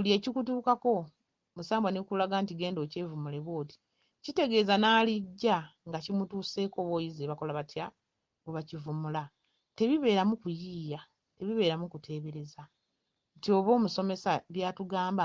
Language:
Ganda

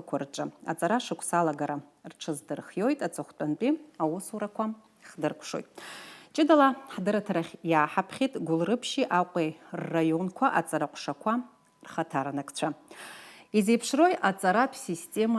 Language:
Abkhazian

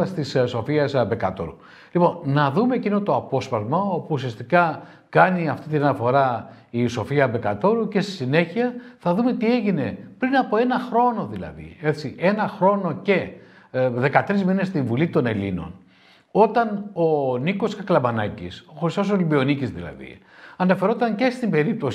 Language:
Greek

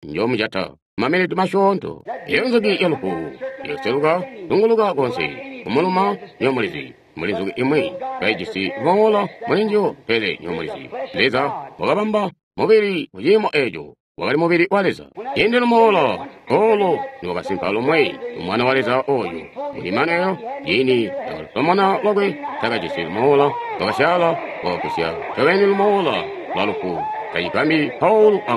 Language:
Tonga (Zambia)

